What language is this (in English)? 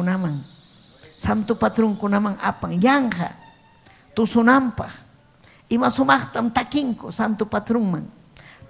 Ayacucho Quechua